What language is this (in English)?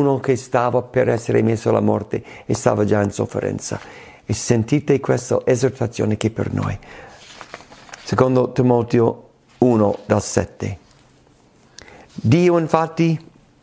Italian